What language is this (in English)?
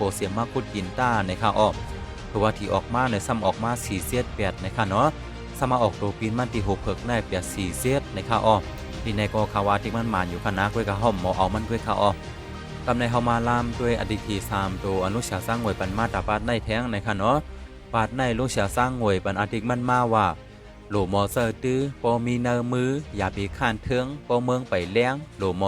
Shan